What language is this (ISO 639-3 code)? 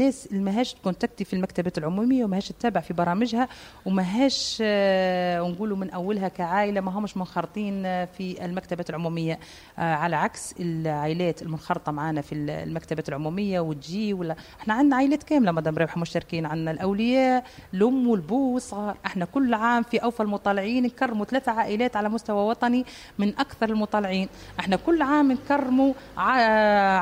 aeb